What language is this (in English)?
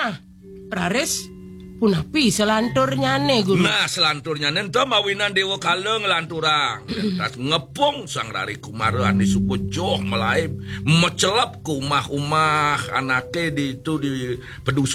Balinese